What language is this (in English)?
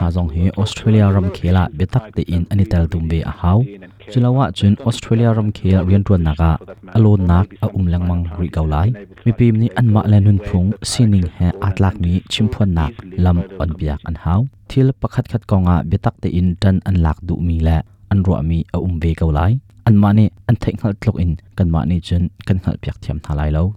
Hakha Chin